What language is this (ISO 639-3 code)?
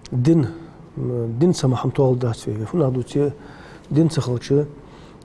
inh